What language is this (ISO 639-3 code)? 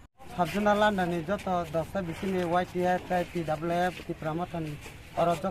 trp